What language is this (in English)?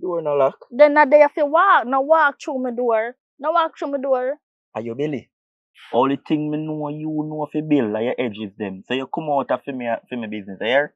Jamaican Creole English